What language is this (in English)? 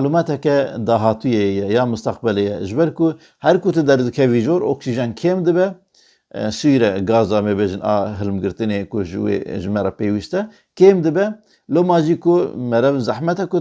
Kurdish